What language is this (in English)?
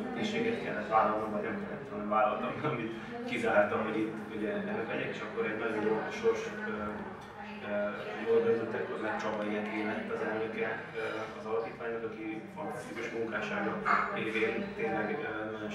Hungarian